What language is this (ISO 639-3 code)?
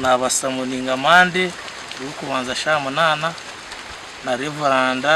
nyn